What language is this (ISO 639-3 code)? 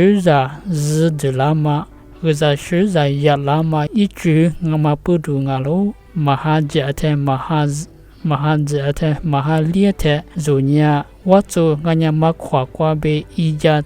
lis